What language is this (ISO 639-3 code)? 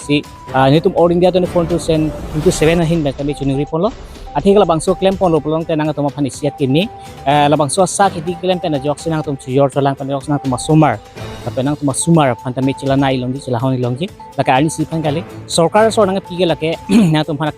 mjw